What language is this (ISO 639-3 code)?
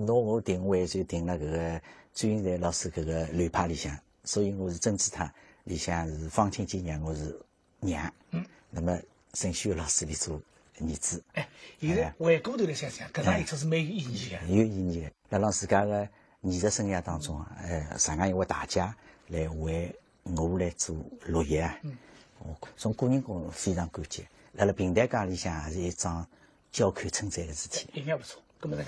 wuu